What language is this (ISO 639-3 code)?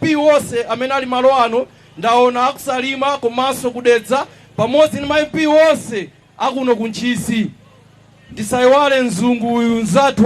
nya